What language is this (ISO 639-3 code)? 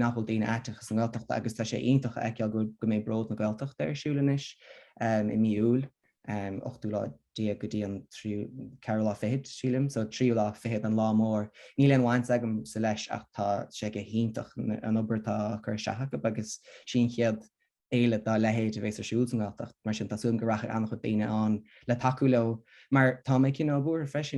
gle